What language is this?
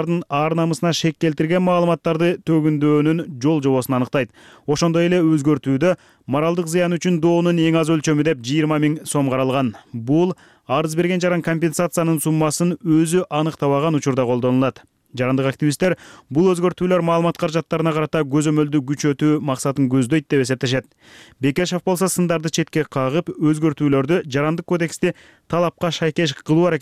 Kyrgyz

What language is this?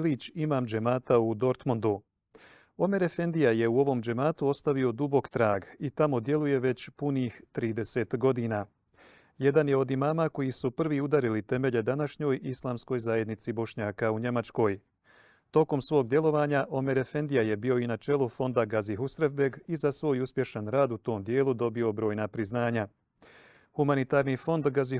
Bosnian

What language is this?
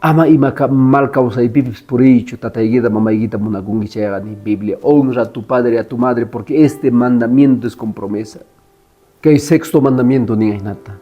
Quechua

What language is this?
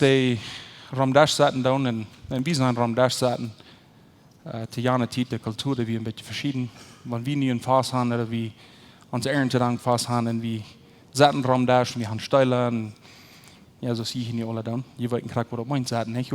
Plautdietsch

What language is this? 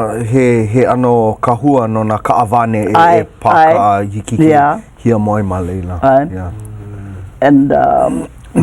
Hawaiian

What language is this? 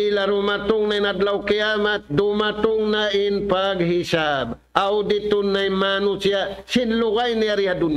Tausug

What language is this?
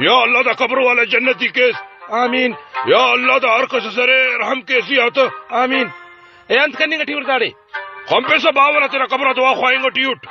Brahui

